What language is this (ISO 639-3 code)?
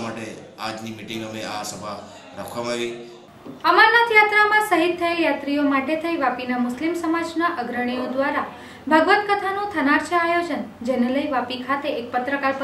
guj